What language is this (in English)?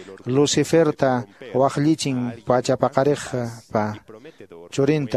Quechua